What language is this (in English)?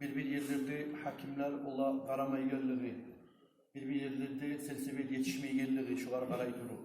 Kumyk